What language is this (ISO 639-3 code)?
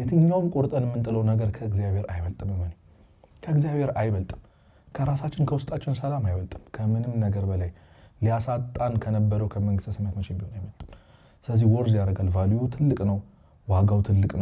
amh